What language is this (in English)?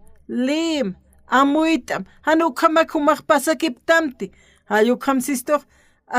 Aymara